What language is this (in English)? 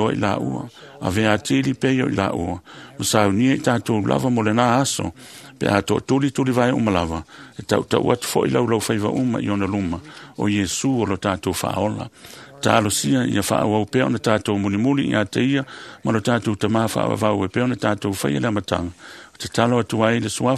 Samoan